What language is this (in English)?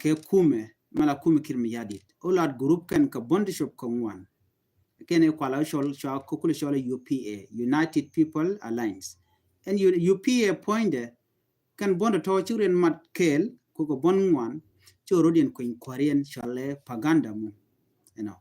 Nuer